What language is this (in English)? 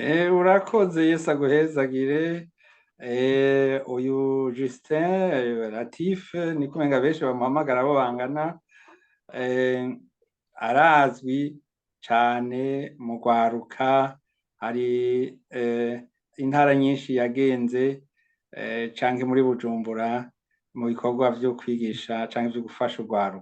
Rundi